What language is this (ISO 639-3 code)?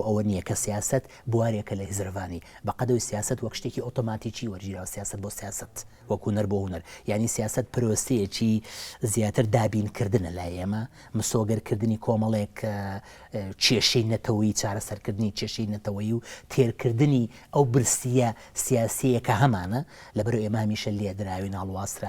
ckb